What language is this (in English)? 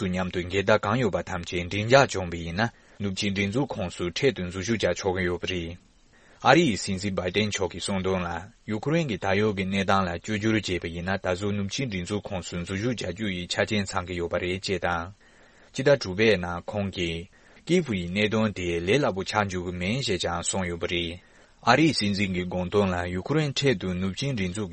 Tibetan